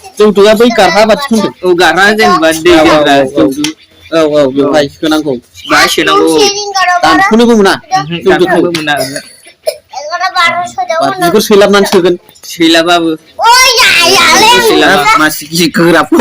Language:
Bodo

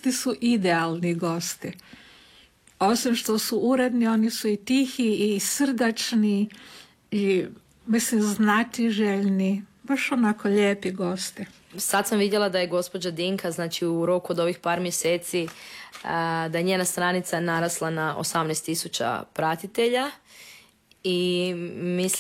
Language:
Croatian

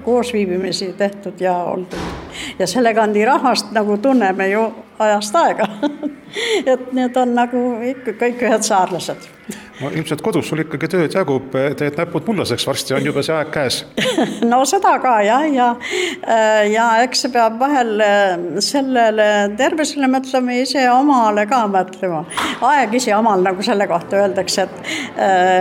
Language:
Estonian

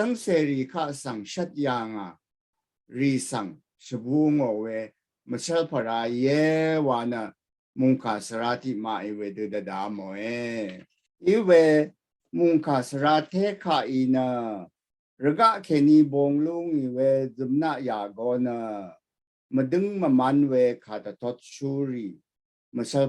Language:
Rawang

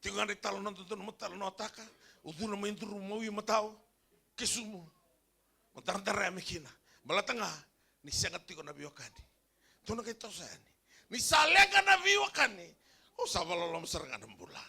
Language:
Fijian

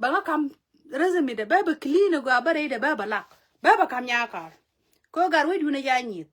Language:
Nuer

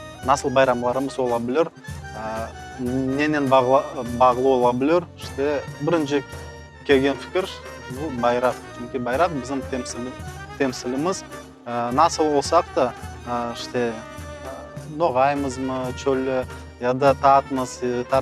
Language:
Crimean Tatar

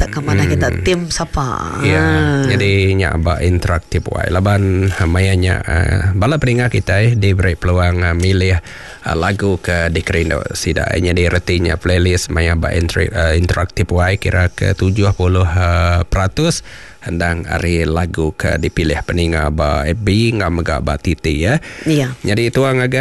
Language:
Iban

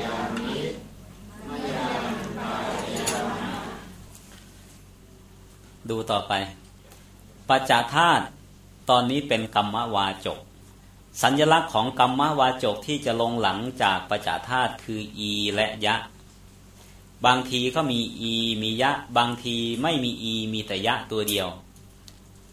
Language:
Thai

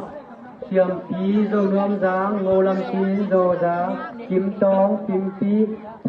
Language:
Tedim Chin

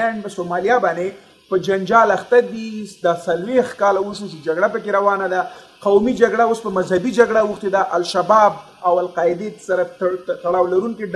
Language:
Pashto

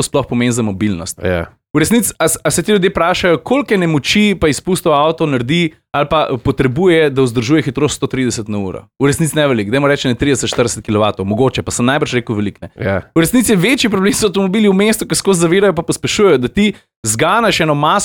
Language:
Slovenian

